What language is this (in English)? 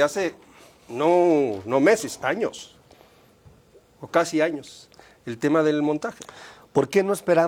Spanish